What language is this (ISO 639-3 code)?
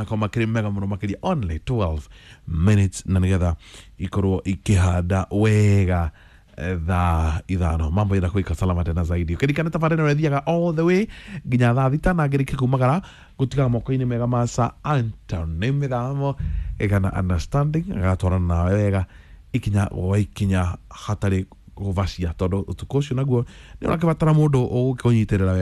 kik